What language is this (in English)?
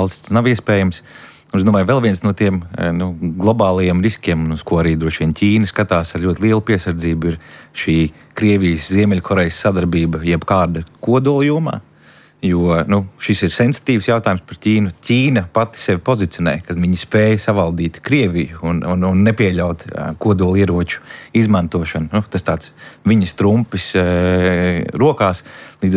Latvian